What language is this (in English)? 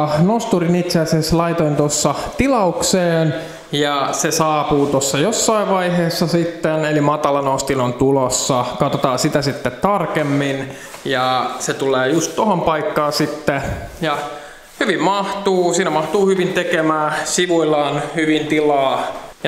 Finnish